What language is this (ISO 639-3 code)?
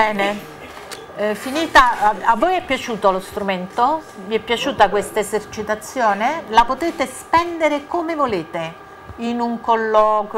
ita